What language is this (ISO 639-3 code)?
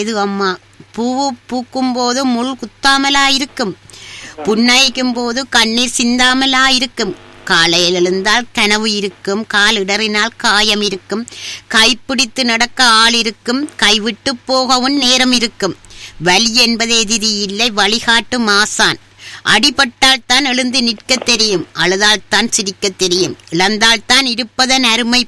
tam